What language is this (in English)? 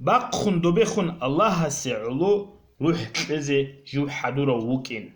Avaric